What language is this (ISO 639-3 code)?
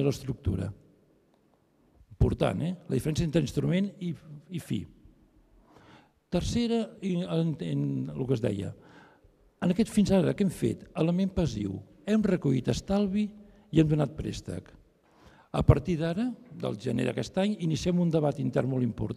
cat